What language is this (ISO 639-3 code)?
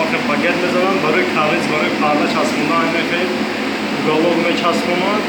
tgk